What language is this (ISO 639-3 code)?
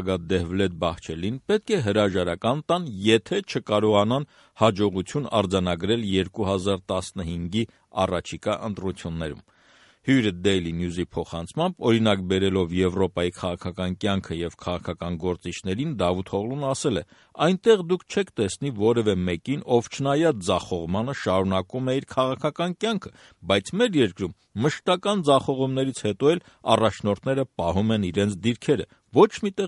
hye